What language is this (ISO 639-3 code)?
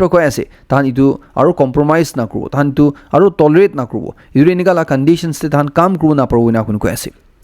nag